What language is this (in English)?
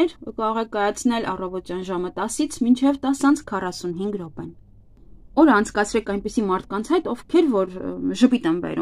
Armenian